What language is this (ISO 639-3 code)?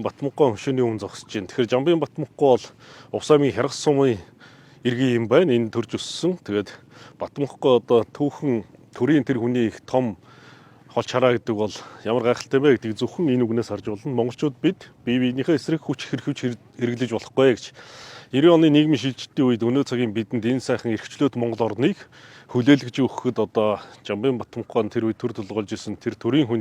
mon